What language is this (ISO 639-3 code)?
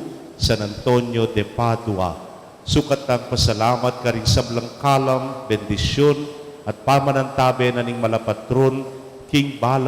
pam